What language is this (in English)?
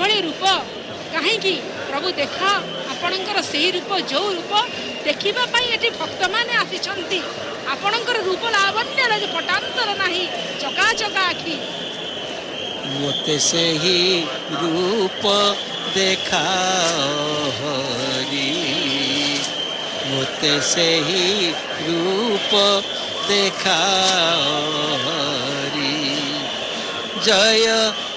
Odia